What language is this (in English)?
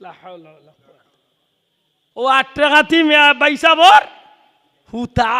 Sylheti